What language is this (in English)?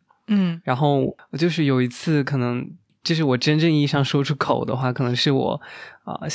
Chinese